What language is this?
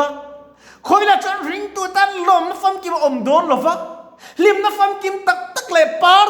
Mizo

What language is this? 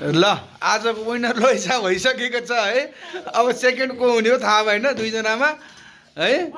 Nepali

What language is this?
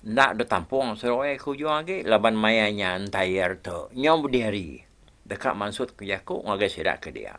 Iban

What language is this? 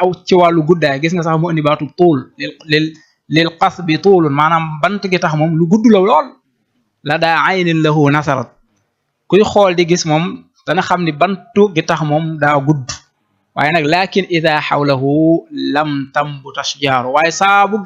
Wolof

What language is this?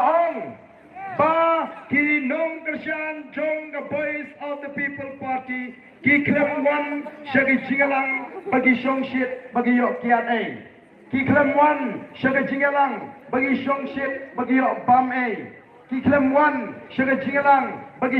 Khasi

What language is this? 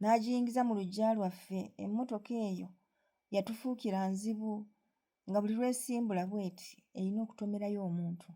Ganda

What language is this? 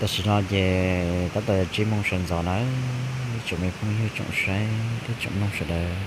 Hmong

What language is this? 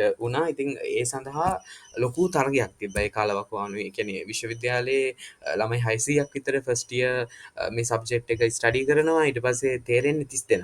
Sinhala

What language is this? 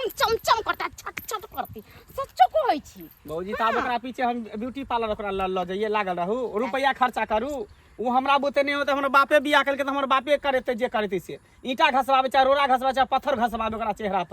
Maithili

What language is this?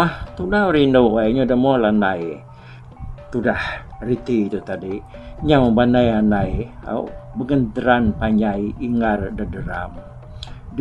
Iban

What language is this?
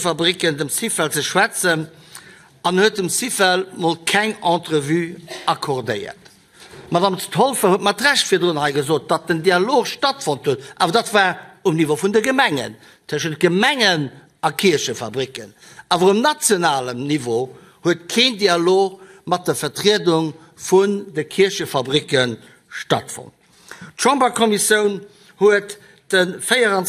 Luxembourgish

